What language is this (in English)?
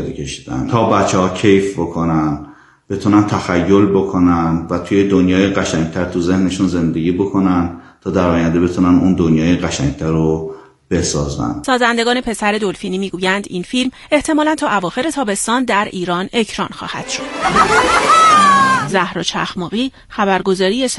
Persian